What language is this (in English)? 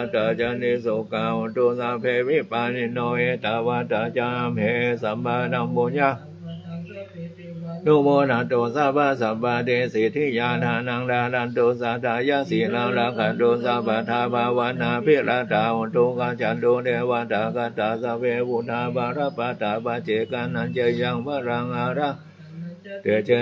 Pali